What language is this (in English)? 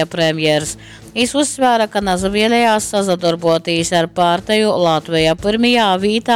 Latgalian